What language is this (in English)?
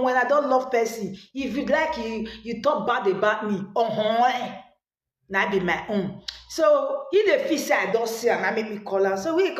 Nigerian Pidgin